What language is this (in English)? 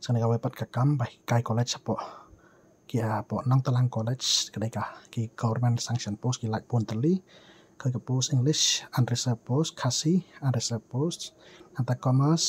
Khasi